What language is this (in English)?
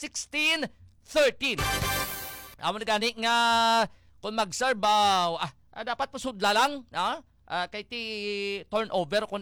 Hiligaynon